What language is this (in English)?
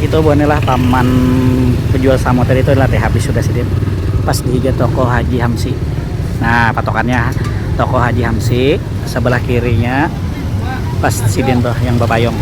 Banjar